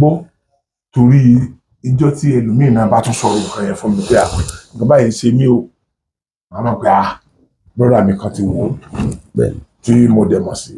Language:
Yoruba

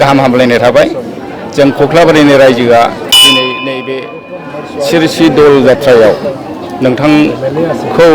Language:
Bodo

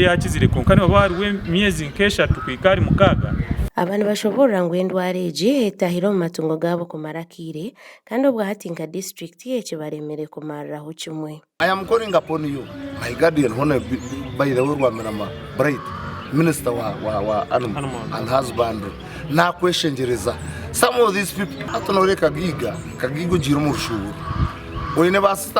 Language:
Nyankole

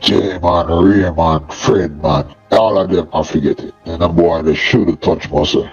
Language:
Jamaican Creole English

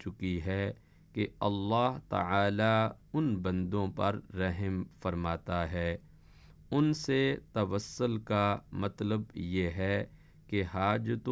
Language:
Urdu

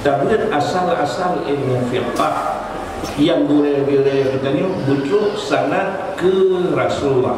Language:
Achinese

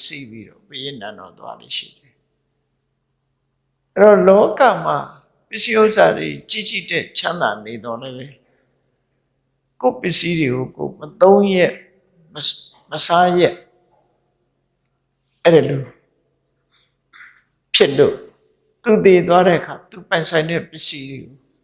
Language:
Burmese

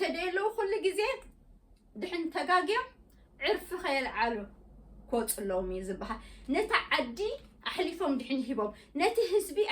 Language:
Tigrinya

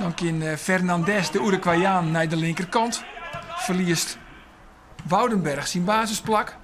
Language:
Western Frisian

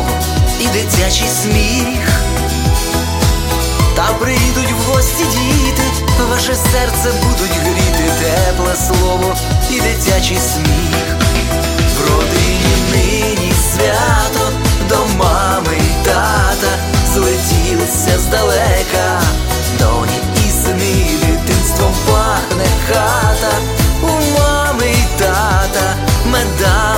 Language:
Ukrainian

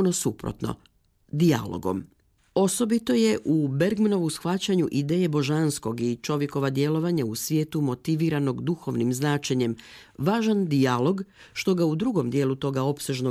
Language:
Croatian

